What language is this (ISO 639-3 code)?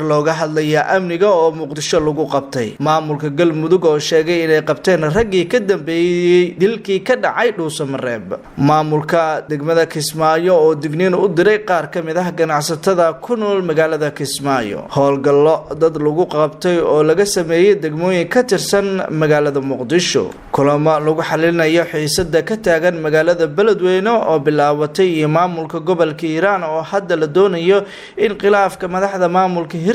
som